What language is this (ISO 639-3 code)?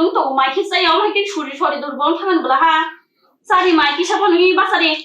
trp